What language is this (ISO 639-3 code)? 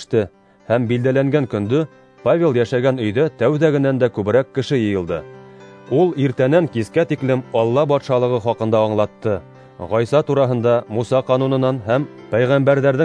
bak